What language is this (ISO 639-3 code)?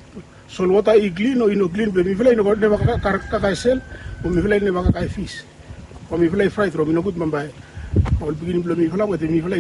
bis